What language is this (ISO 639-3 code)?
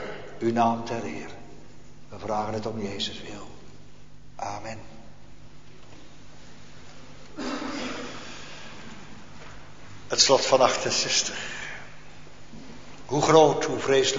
nld